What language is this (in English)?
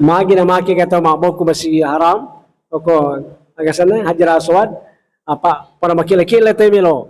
Buginese